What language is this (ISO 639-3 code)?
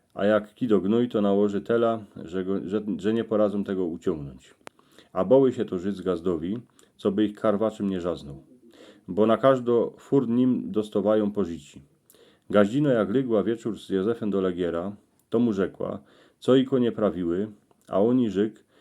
szl